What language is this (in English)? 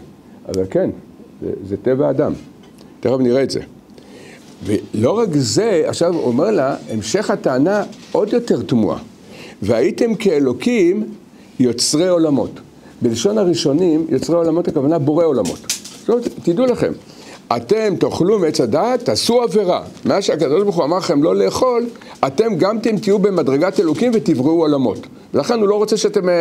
Hebrew